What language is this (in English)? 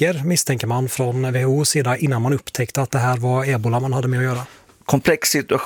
Swedish